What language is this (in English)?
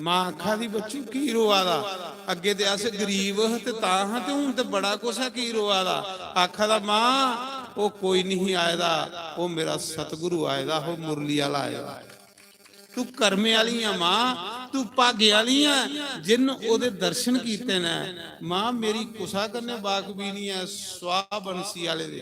Dogri